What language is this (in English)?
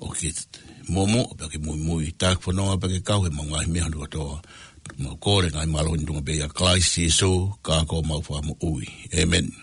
Tongan